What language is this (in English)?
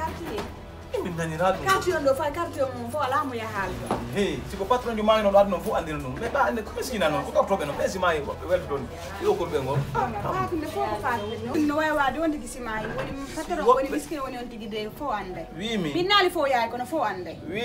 Fula